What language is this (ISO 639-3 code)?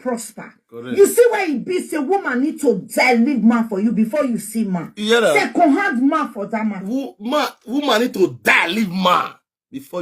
pcm